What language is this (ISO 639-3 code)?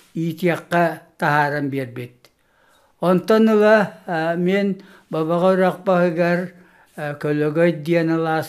sah